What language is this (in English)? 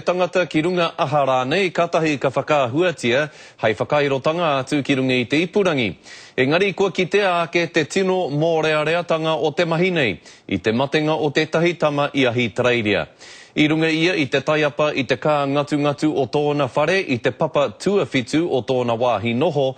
Māori